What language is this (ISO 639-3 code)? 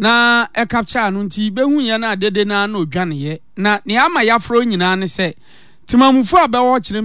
aka